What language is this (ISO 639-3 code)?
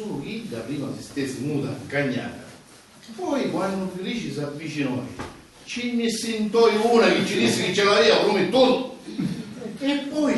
scn